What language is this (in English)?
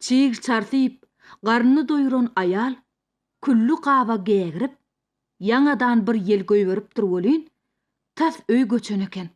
Turkmen